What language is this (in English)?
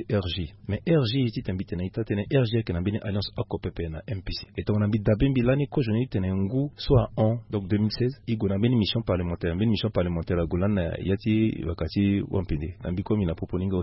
Sango